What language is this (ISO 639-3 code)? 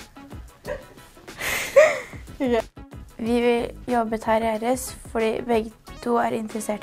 nor